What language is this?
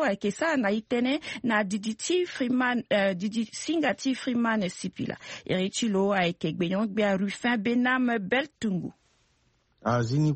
Sango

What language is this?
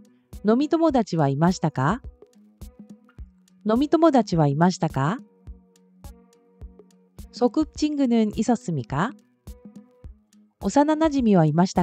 Japanese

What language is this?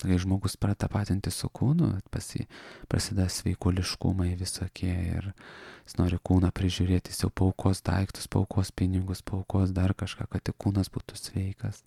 Lithuanian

